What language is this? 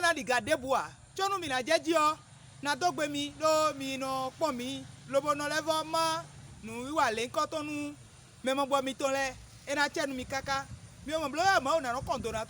Fon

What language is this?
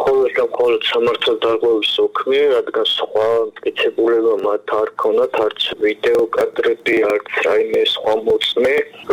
Georgian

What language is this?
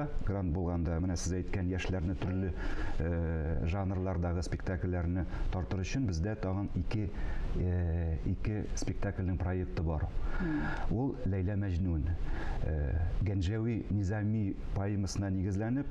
Tatar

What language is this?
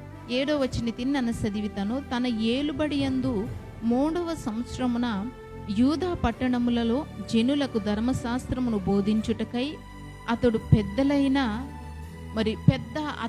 Koya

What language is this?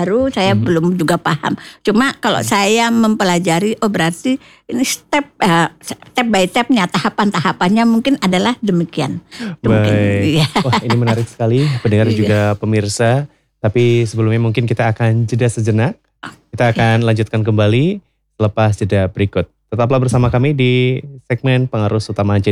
Indonesian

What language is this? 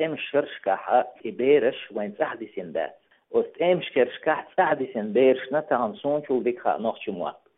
Chechen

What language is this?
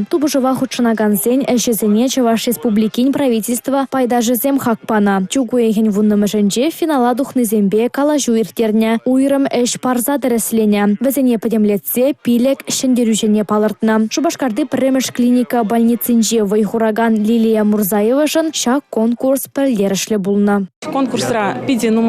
Chuvash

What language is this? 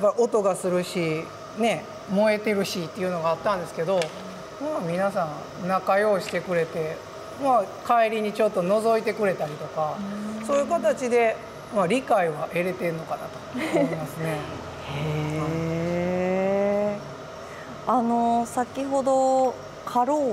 Japanese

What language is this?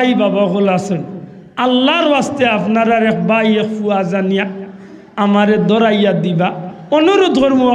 Sylheti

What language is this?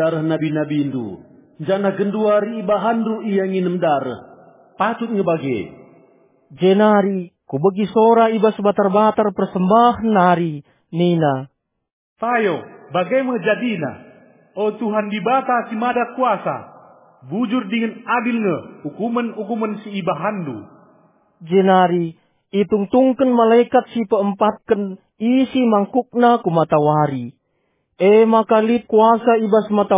Batak Karo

